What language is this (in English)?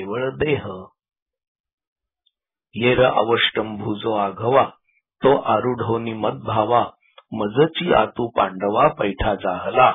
Marathi